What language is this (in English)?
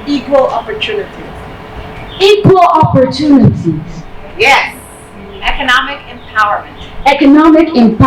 Papiamento